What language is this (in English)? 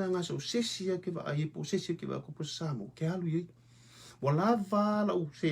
Samoan